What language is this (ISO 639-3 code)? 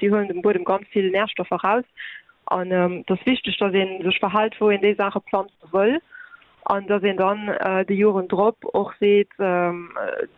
ltz